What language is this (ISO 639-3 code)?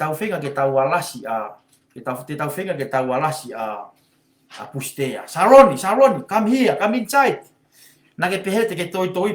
ton